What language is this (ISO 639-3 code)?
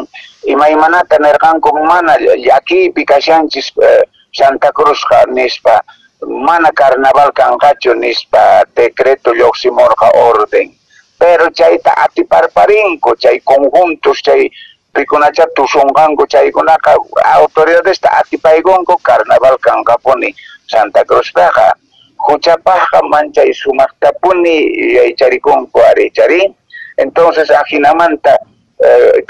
que